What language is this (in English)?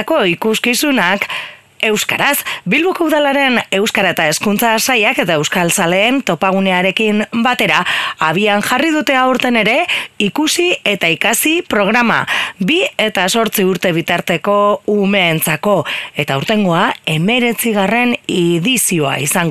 Basque